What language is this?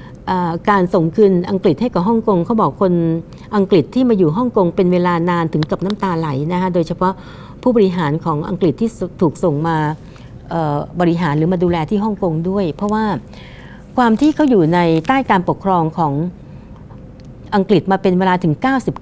Thai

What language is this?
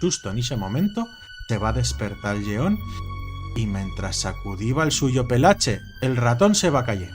Aragonese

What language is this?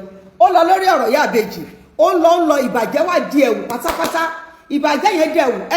Yoruba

